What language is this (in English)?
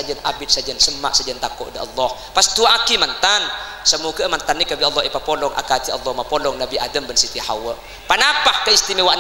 Madurese